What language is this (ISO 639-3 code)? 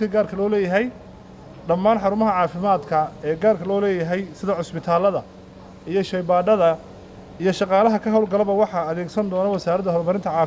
som